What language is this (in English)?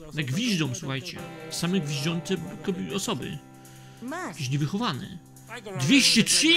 Polish